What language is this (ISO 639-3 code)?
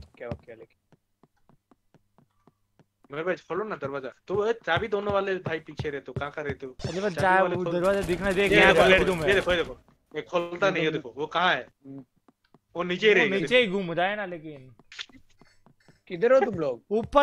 hin